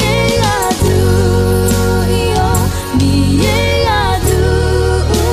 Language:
Akha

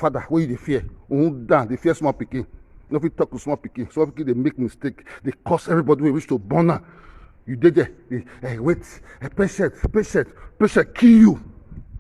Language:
Nigerian Pidgin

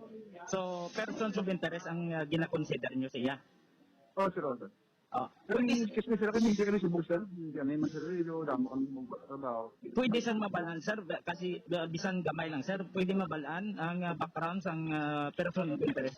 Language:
Hiligaynon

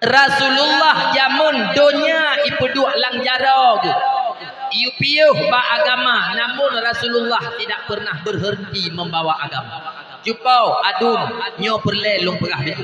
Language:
Achinese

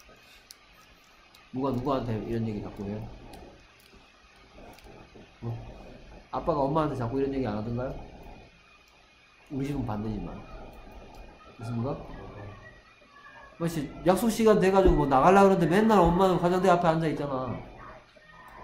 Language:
Korean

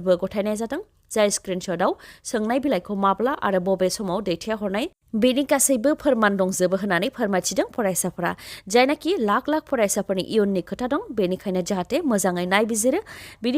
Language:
Bodo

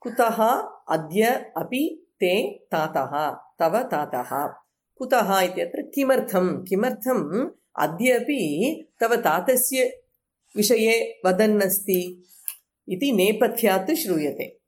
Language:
Sanskrit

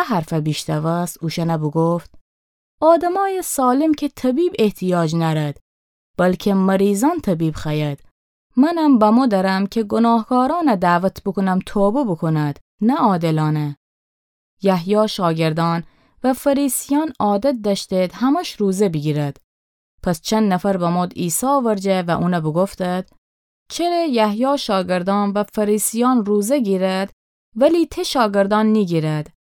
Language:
Gilaki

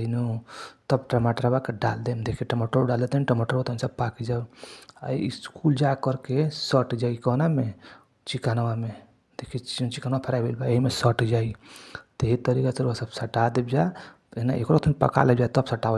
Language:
Bhojpuri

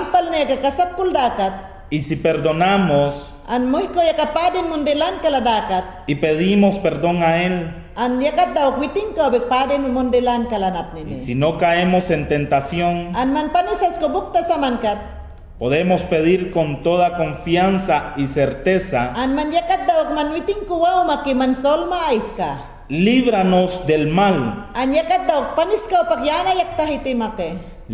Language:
Mayangna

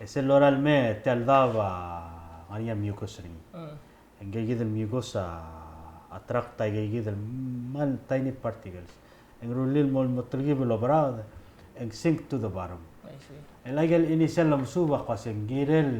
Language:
Palauan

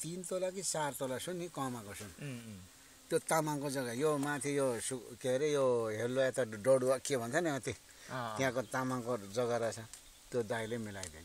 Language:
Nepali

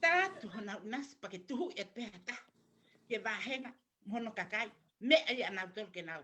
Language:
Tongan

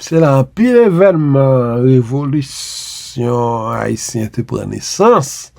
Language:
Haitian Creole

